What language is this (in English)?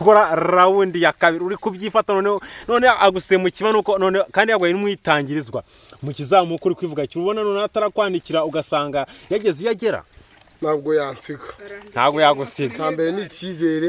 Kinyarwanda